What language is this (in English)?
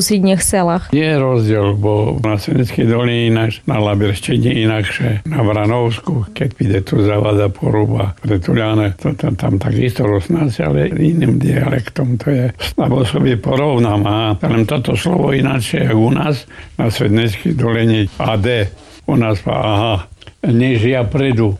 Slovak